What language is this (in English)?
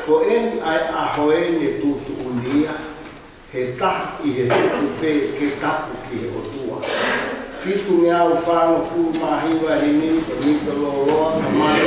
Tongan